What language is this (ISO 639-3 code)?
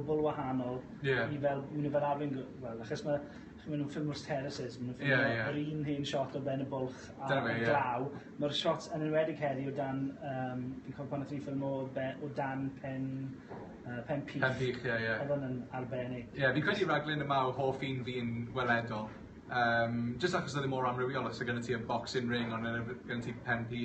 cym